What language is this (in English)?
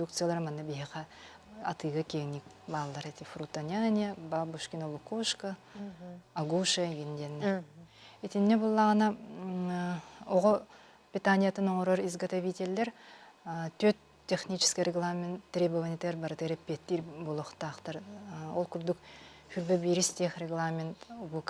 Yakut